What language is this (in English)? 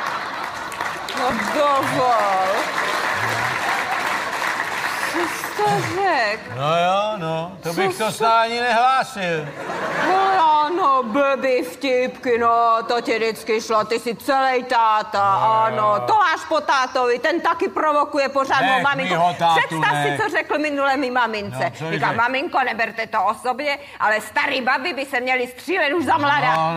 Czech